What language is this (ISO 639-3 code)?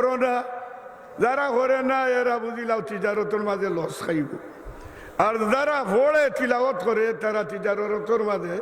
syl